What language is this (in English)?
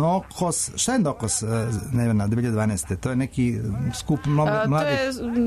Serbian